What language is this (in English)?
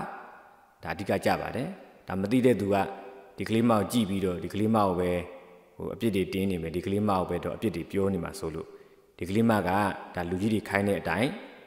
Burmese